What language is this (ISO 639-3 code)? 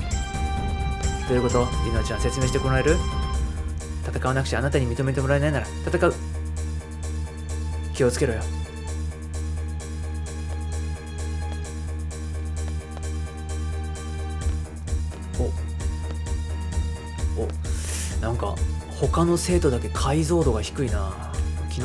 jpn